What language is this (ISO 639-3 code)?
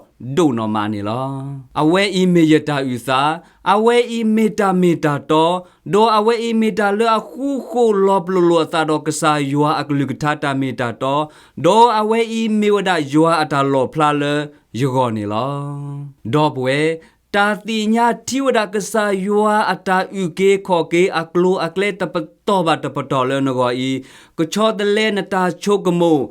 ksw